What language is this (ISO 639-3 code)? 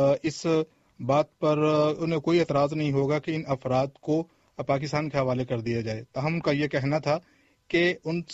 urd